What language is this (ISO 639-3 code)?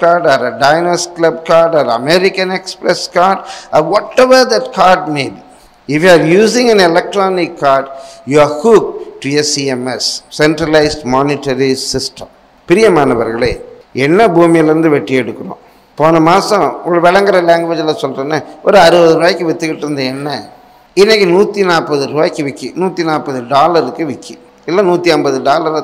tam